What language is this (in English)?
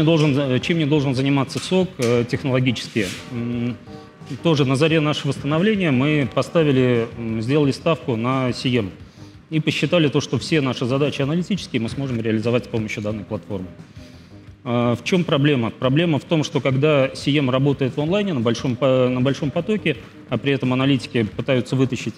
Russian